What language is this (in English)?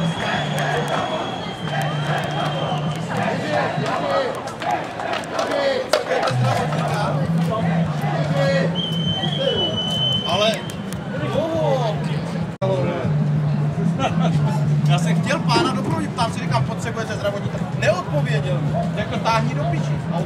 Czech